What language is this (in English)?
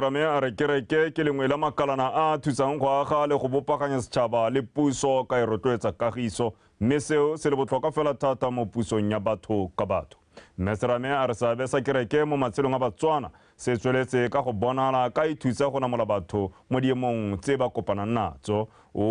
Tswana